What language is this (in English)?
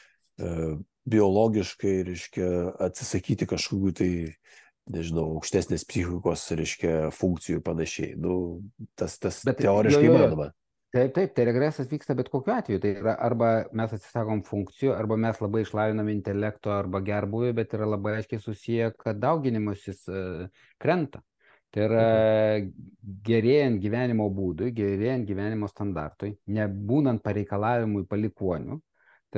Lithuanian